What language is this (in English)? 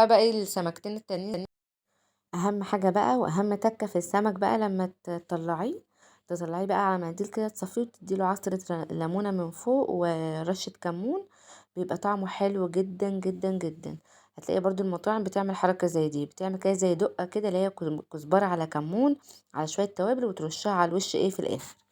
Egyptian Arabic